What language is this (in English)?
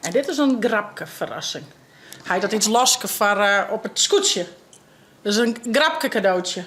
Western Frisian